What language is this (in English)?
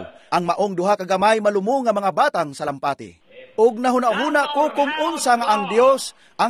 Cebuano